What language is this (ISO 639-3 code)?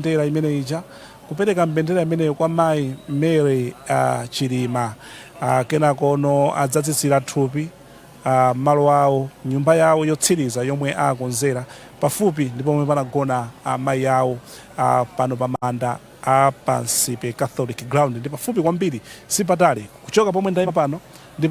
nya